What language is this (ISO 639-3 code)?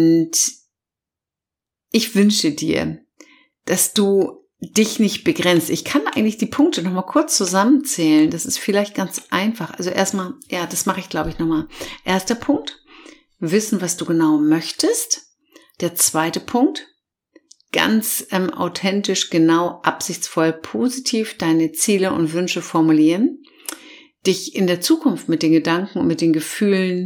deu